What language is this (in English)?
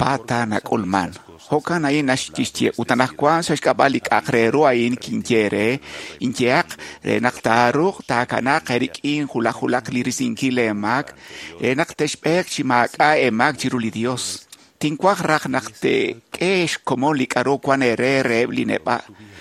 Kekchí